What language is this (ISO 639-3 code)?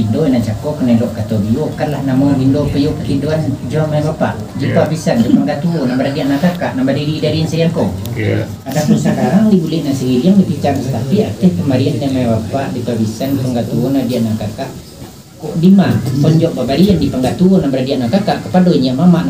min